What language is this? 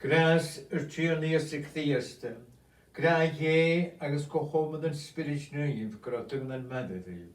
Scottish Gaelic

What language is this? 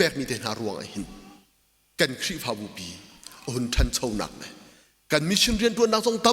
Hakha Chin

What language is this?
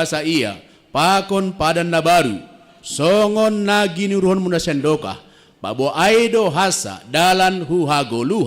Batak Simalungun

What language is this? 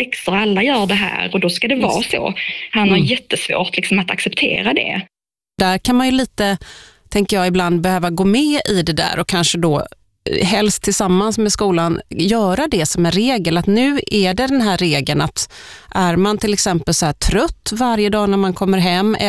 Swedish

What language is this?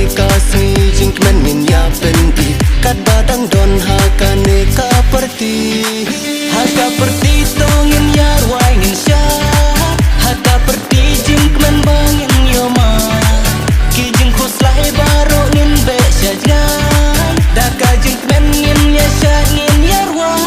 Khasi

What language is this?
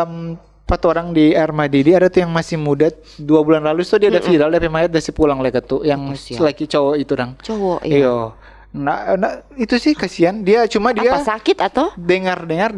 Manado Malay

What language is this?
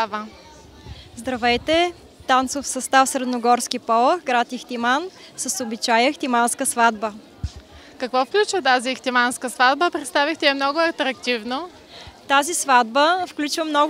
Bulgarian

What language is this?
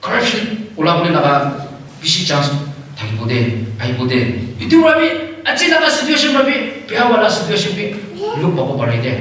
Naga Pidgin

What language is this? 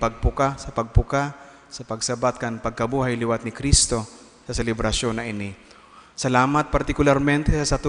Bikol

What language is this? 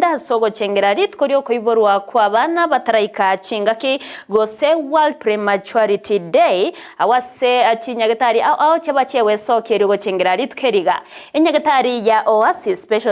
Gusii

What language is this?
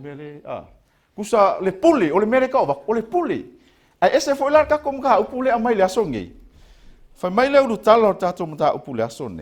Samoan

